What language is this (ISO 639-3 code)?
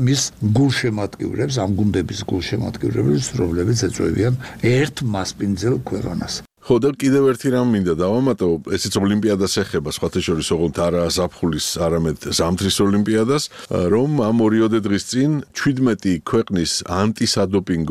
kat